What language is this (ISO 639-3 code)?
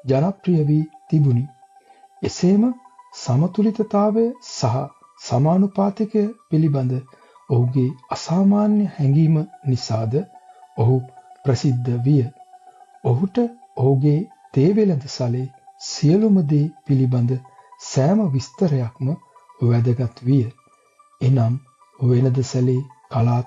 sin